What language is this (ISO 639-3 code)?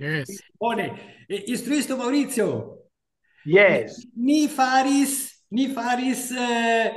epo